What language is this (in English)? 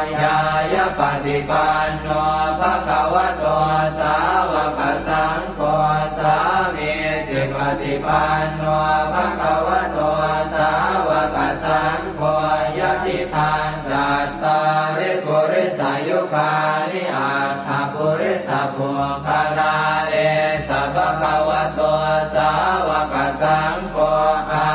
Pali